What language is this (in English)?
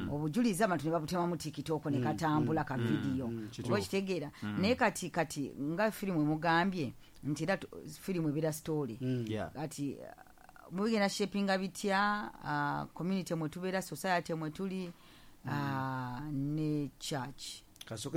Ganda